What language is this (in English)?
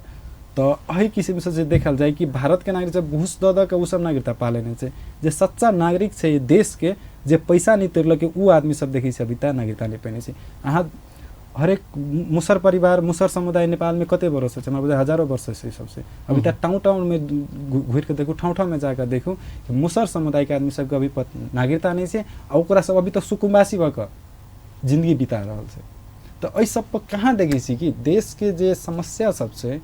Maithili